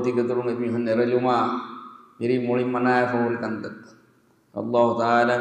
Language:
Divehi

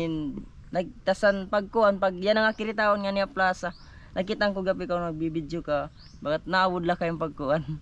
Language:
Waray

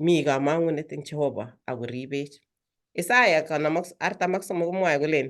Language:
Kalenjin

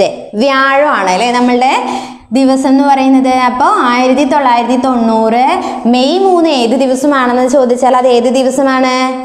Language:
Malayalam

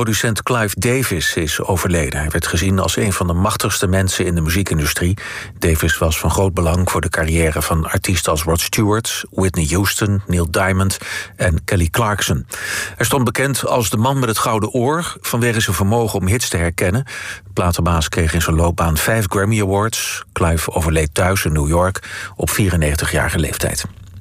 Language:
Dutch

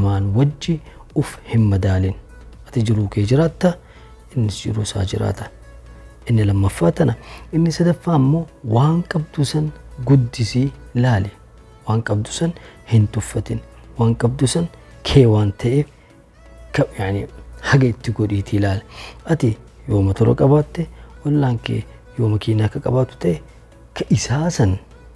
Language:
Oromo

